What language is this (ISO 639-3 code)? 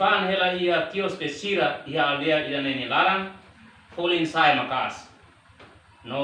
tet